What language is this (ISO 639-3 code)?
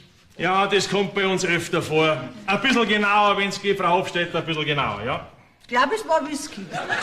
bar